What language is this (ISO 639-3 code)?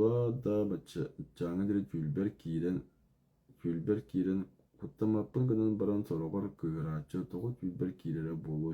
sah